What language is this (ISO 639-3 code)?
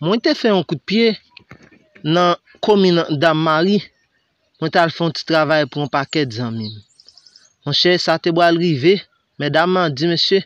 hat